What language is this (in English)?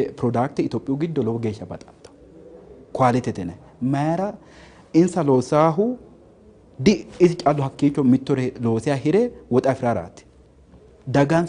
Sidamo